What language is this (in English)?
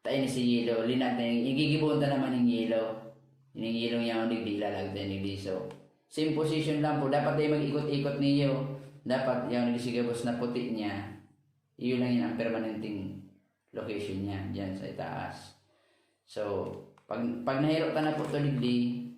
Bikol